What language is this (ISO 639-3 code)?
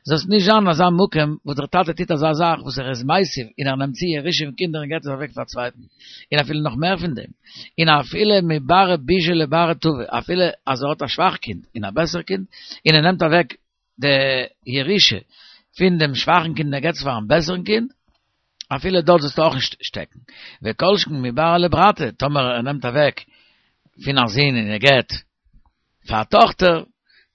yid